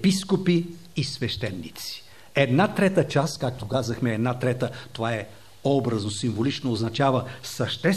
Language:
Bulgarian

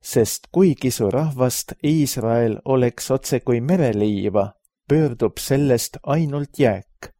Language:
Estonian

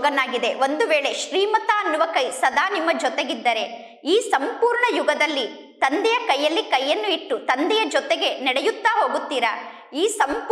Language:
Kannada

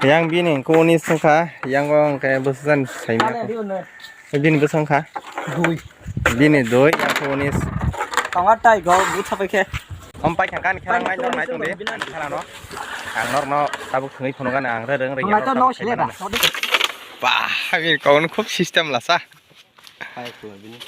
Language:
Kok Borok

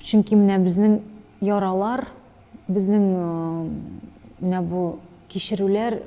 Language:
Tatar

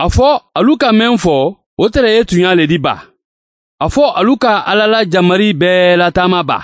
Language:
Mandingo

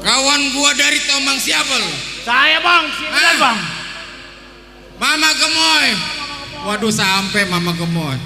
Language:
Betawi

